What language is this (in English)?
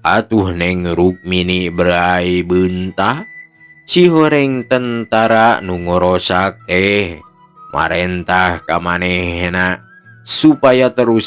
Sundanese